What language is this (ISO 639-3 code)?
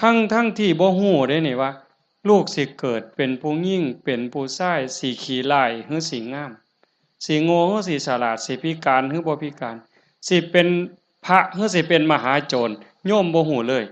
tts